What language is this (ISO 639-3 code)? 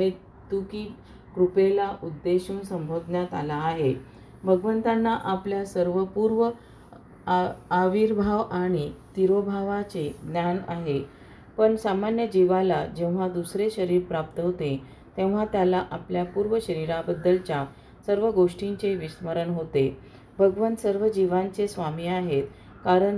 mar